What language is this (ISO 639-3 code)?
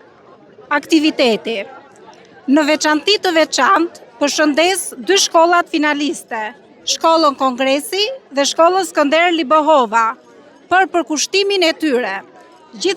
sqi